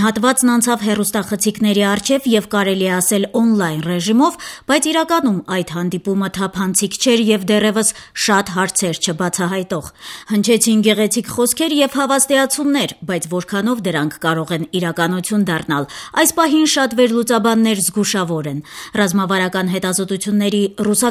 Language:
Armenian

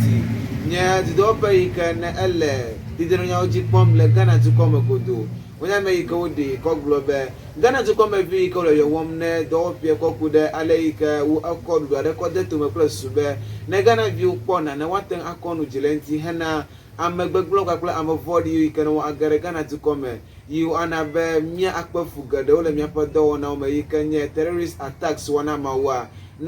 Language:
Ewe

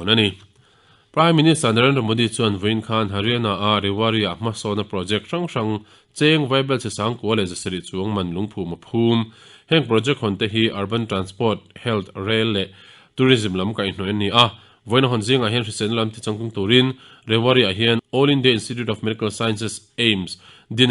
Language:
Mizo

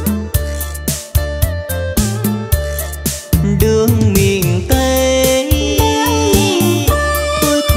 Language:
Vietnamese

